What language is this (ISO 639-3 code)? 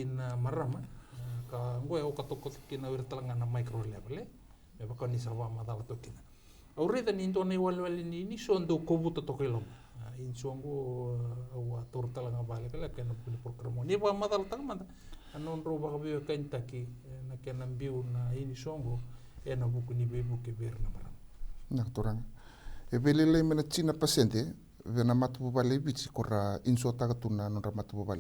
fij